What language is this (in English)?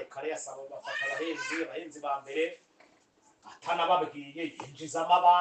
Kinyarwanda